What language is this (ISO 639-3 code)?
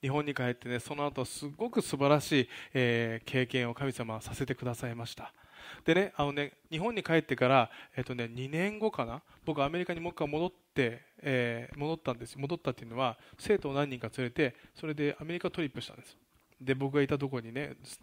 jpn